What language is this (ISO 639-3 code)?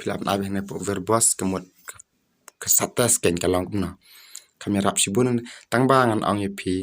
kha